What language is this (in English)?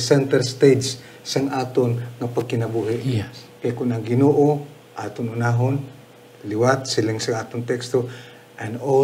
Hiligaynon